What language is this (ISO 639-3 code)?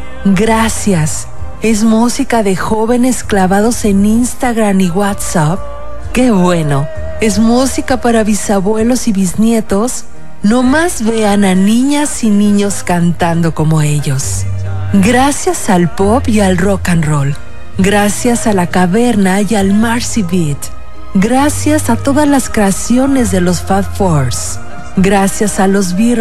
spa